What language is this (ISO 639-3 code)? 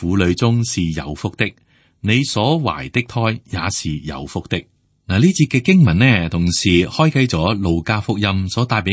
yue